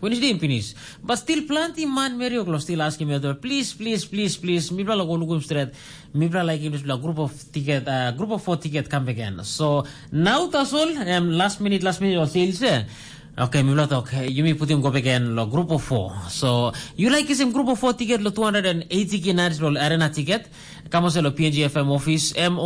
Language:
Tok Pisin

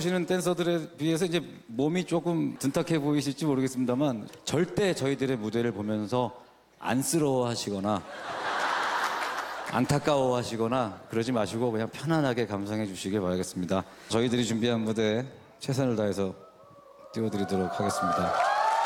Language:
Korean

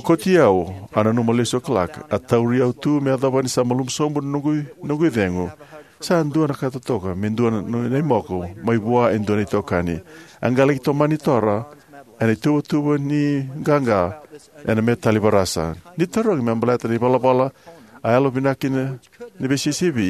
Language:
Fijian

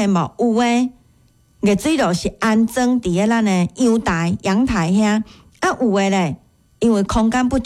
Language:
Min Nan Chinese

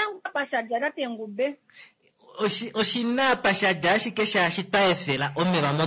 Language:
Kuanyama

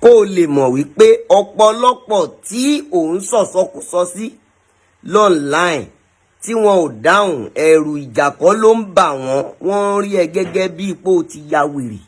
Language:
Yoruba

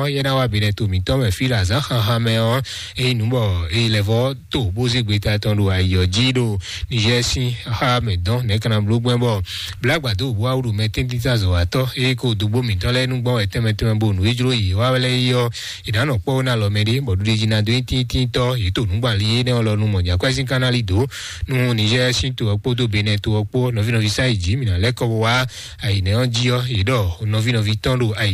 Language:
Fon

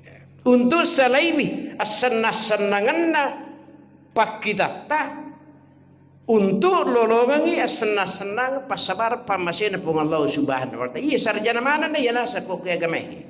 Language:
Buginese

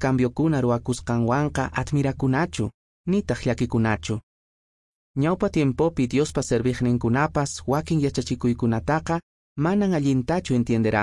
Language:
Quechua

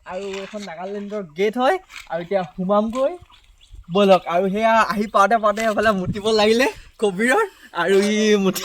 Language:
Assamese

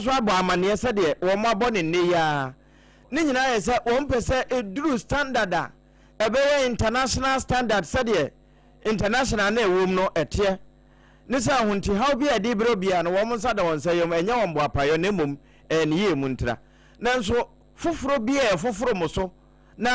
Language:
Akan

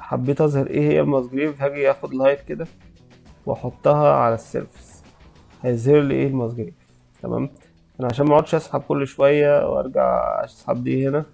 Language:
Egyptian Arabic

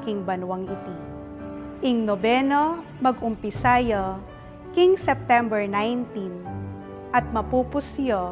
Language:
Pampanga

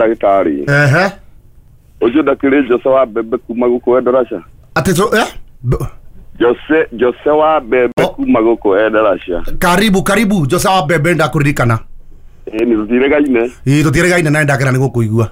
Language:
Kikuyu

